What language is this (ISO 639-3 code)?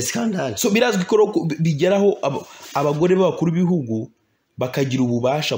kin